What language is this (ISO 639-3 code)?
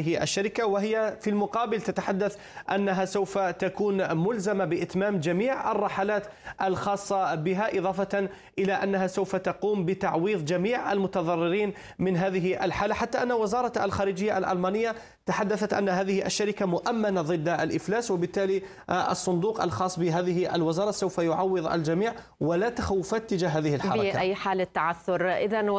ara